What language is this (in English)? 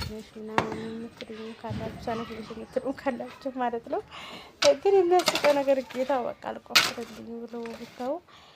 Amharic